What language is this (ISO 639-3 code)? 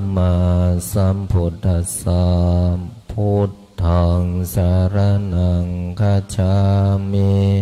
pli